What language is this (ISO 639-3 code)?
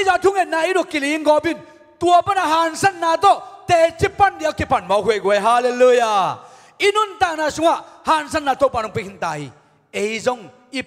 ctd